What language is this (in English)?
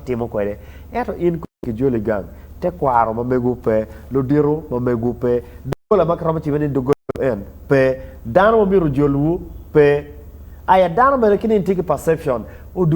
Acoli